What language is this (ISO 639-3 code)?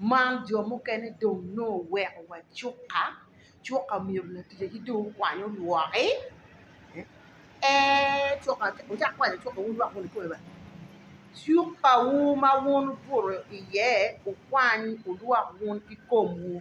ach